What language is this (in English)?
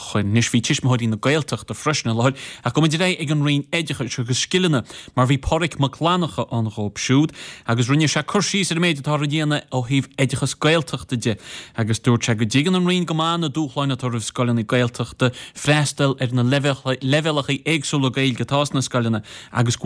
Irish